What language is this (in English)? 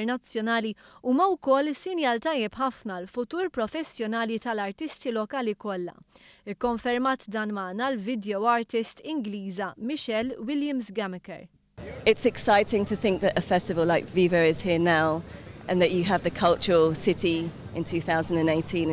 Maltese